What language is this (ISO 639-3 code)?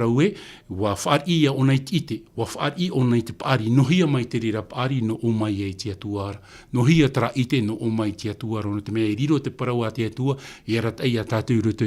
tah